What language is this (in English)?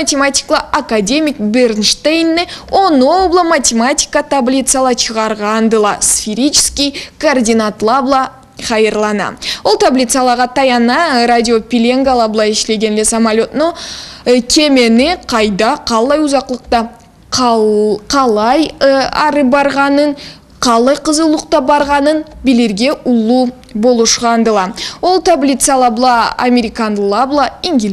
Karachay-Balkar